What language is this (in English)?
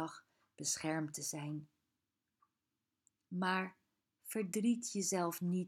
Dutch